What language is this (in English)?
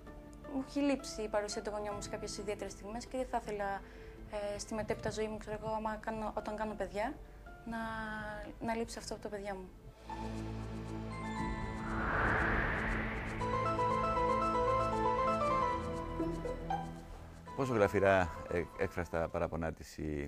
Greek